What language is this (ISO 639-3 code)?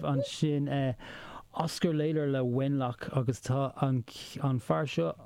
gle